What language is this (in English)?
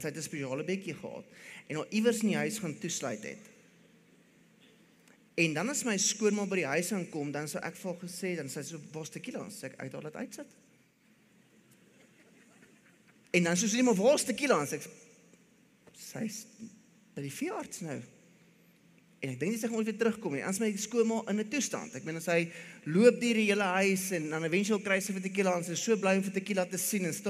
Afrikaans